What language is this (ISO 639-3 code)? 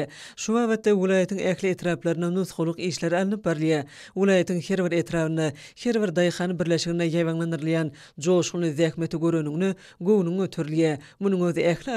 tuk